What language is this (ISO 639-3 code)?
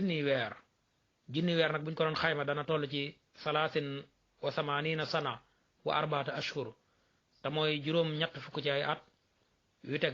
wol